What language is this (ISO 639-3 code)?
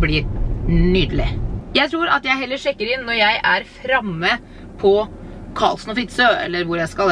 nor